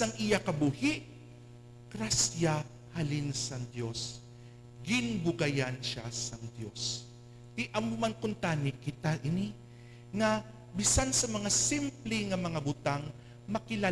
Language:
Hiligaynon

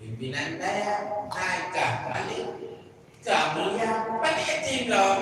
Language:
Achinese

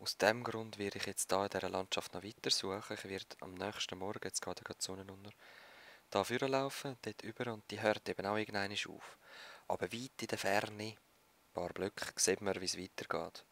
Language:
Swiss German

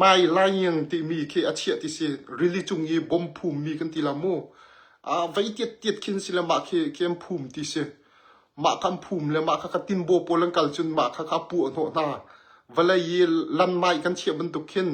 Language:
Hakha Chin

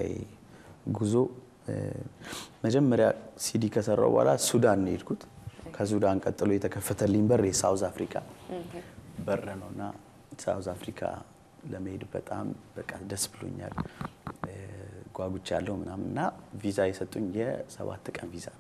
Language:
Amharic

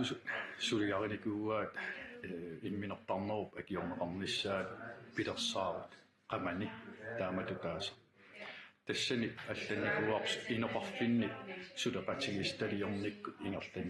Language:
Kalaallisut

